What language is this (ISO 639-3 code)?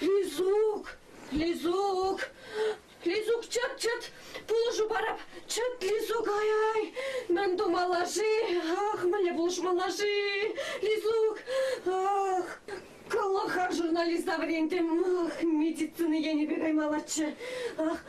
chv